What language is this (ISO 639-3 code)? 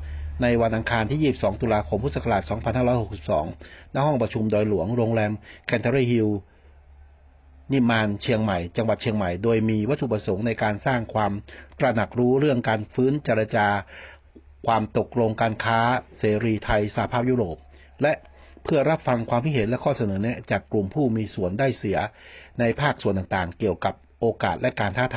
tha